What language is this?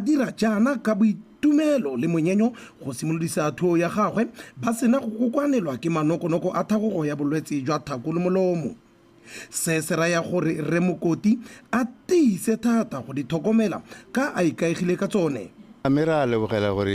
Tswana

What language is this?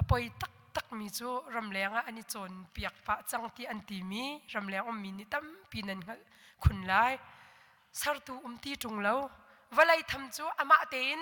Hakha Chin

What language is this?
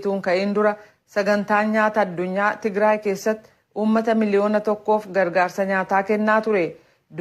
Oromo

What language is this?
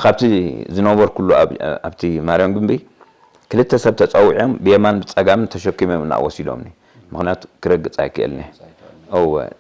Tigrinya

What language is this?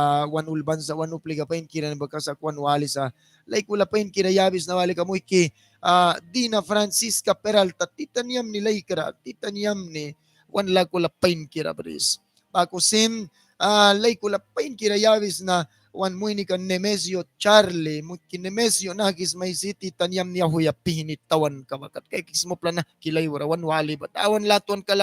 Mískito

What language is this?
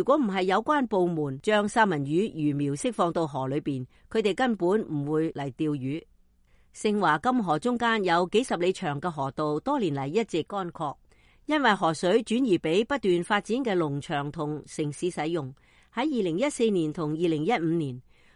Cantonese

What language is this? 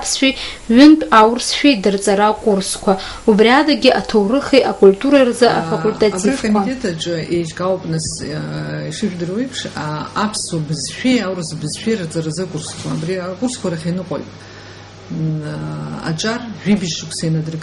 Abkhazian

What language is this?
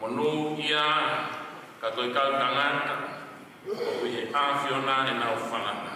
Tongan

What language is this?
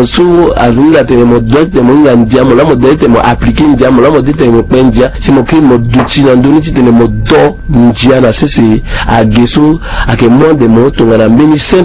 Sango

